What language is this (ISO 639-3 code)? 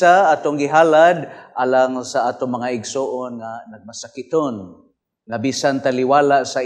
ceb